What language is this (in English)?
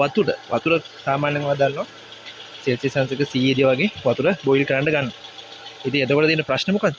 Sinhala